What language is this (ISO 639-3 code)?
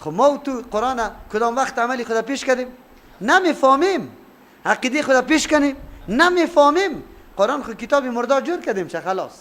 fas